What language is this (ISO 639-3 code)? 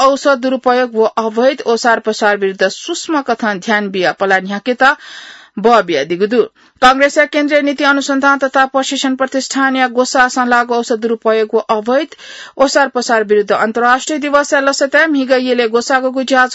new